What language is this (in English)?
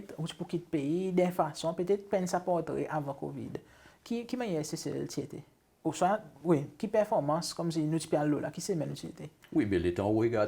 Seselwa Creole French